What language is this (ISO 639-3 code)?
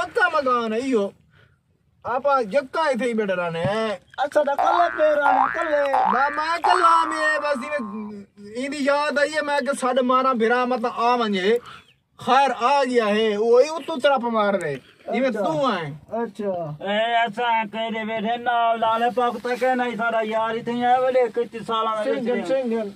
skr